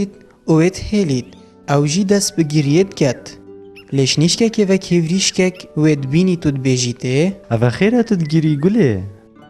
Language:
Kurdish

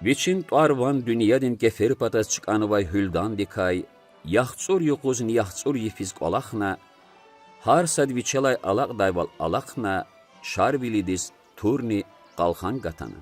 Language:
Lezghian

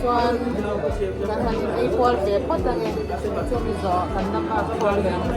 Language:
Mizo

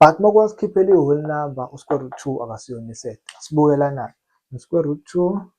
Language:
Zulu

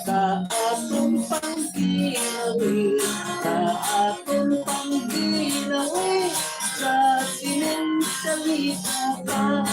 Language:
Hiligaynon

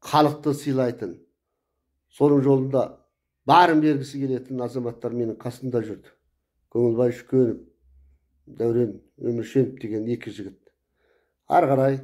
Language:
Kazakh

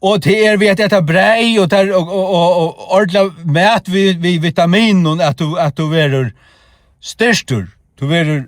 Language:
Faroese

